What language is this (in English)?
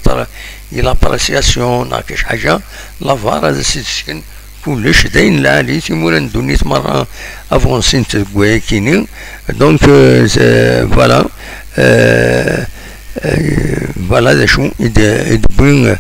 Kabyle